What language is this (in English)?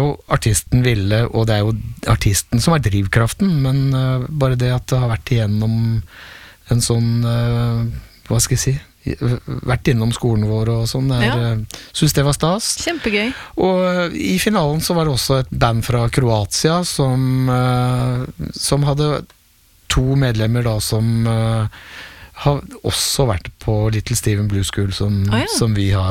Norwegian